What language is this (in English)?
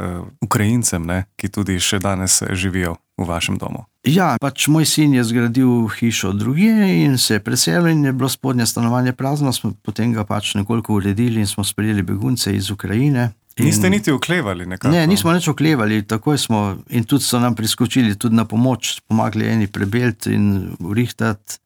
Slovenian